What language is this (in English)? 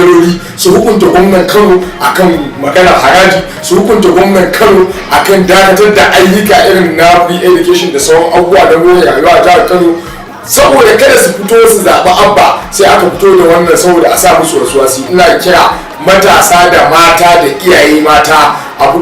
Hausa